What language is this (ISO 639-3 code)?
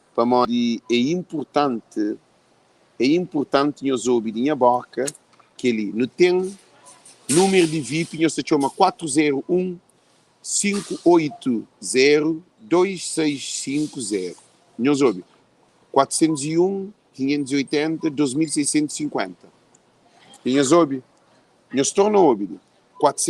kea